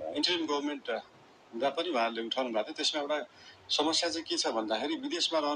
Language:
Nepali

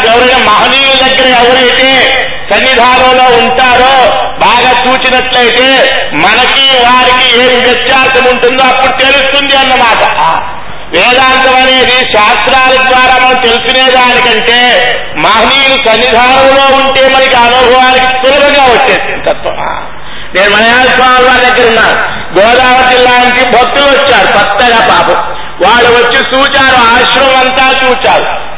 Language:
Telugu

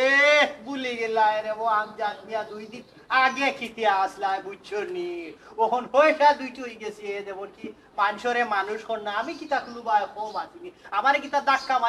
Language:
Sylheti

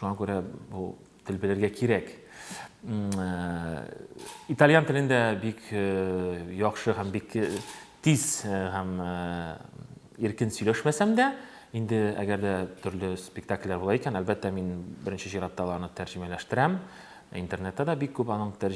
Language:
Tatar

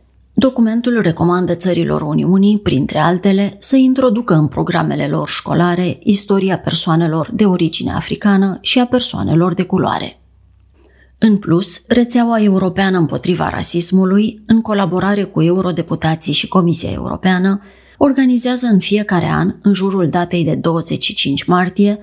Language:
Romanian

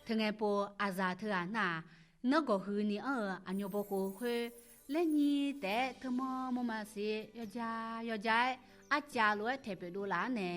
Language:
Akha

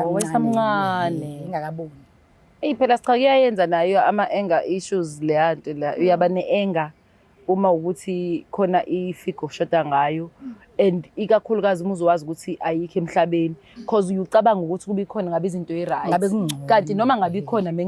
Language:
Zulu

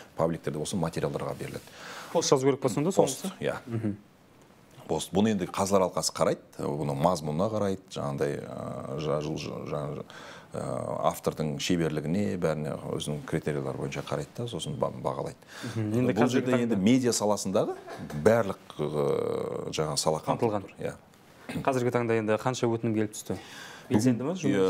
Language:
Kazakh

